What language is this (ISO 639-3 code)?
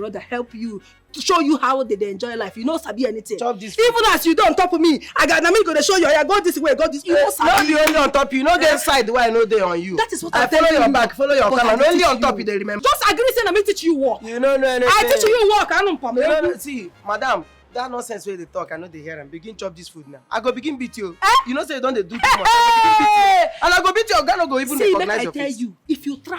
pcm